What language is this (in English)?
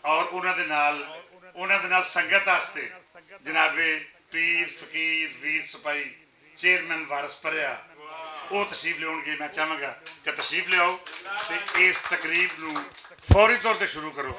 Western Panjabi